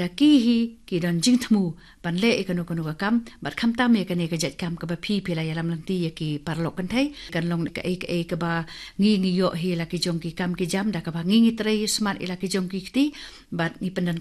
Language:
Khasi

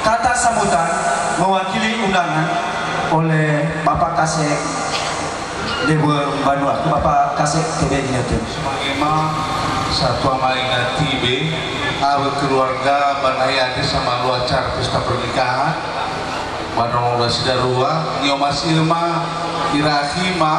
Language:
Nias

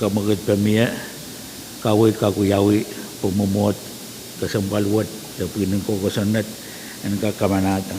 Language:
Pohnpeian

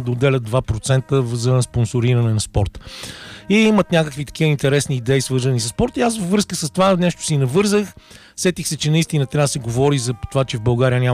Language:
Bulgarian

